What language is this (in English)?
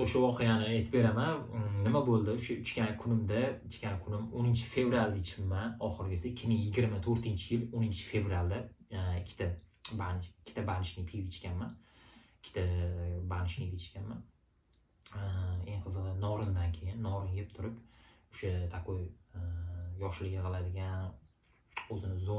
Uzbek